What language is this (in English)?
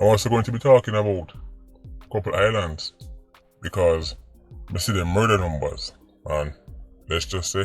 Jamaican Creole English